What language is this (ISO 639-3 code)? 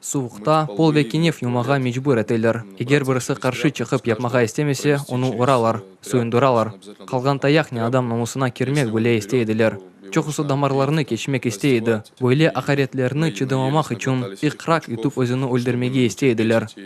crh